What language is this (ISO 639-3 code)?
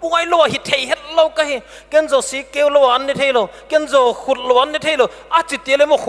pck